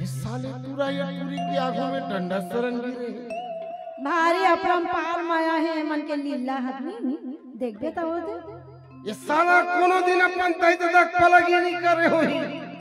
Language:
Chhattisgarhi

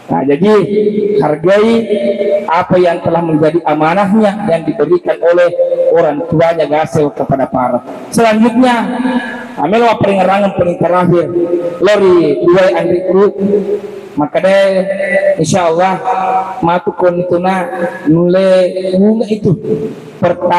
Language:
Buginese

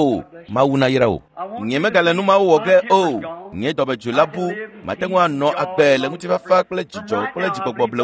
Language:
Ewe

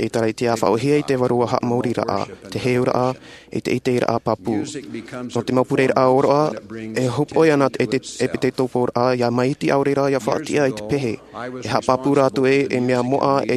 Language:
Tahitian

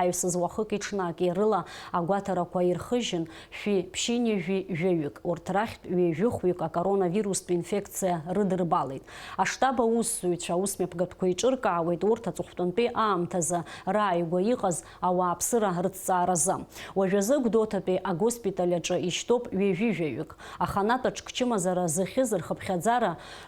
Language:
Abkhazian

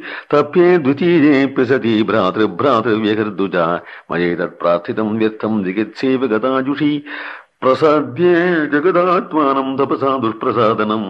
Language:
Sanskrit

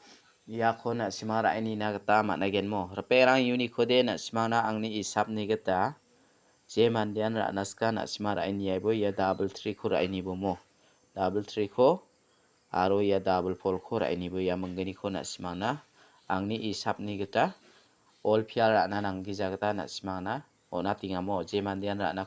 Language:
Garo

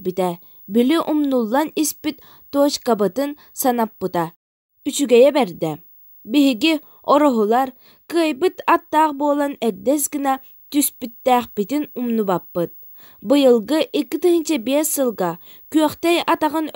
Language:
Yakut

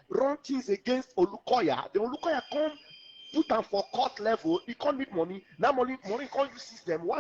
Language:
Nigerian Pidgin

